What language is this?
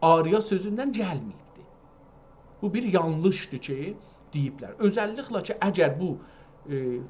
South Azerbaijani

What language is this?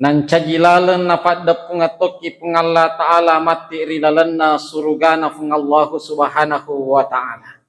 Buginese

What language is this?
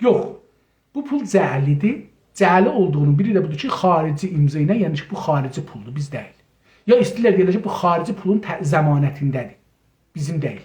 South Azerbaijani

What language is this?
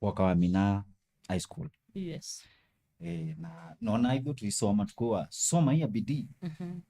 Kamba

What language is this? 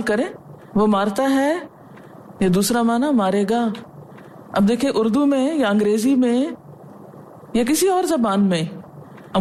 Urdu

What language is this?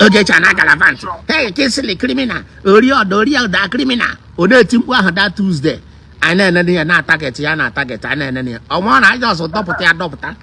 Igbo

